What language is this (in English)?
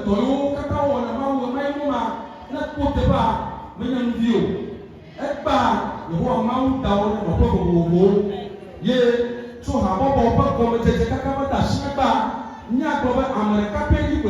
Ewe